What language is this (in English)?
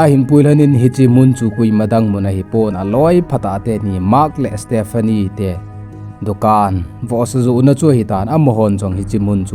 Thado Chin